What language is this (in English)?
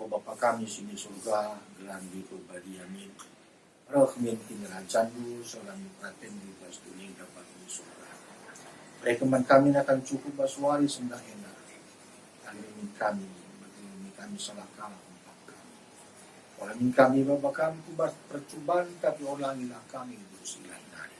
Batak Karo